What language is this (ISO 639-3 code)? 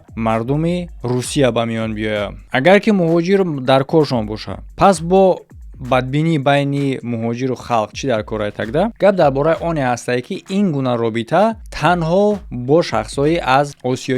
tgk